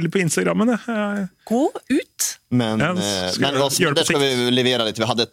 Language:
Norwegian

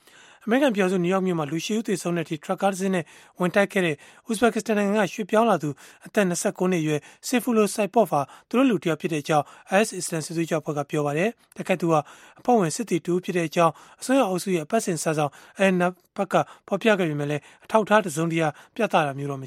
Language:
Burmese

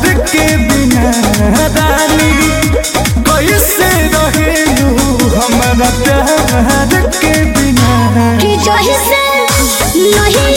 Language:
Bhojpuri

